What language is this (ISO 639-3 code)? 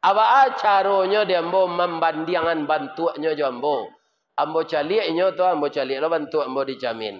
min